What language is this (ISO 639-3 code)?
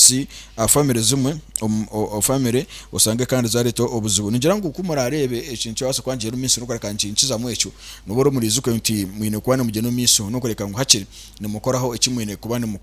nyn